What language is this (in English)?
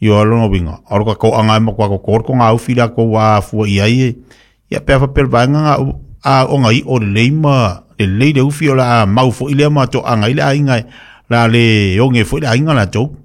Samoan